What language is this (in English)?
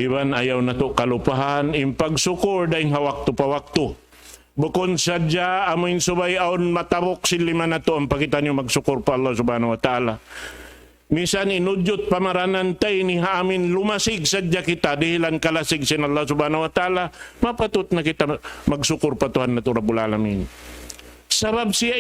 Tausug